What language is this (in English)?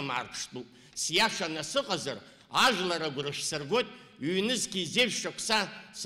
Abkhazian